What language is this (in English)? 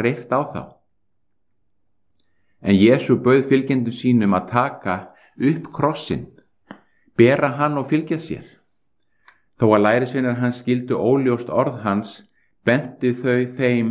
Icelandic